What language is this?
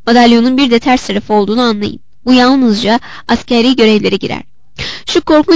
Turkish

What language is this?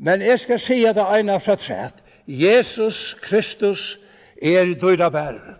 Faroese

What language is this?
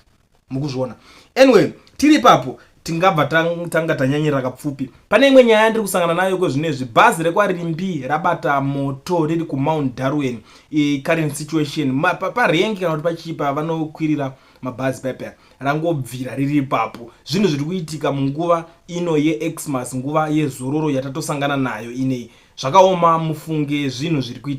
Shona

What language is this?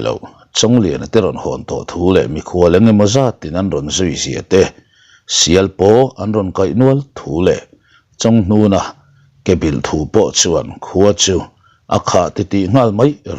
Mizo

